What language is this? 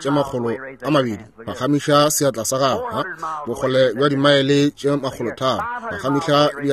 Northern Sotho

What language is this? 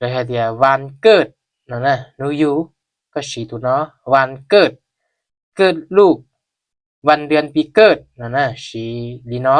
Hmong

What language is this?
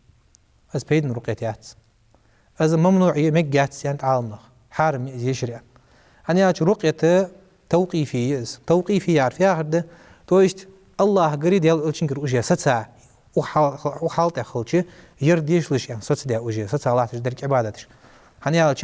Ingush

